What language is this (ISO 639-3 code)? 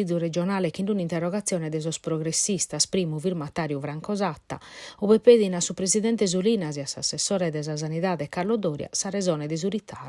srd